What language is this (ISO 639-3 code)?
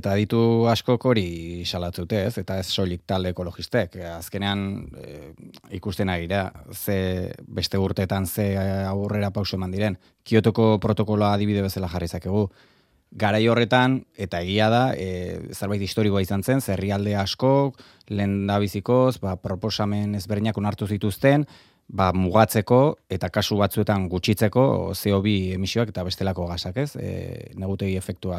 eus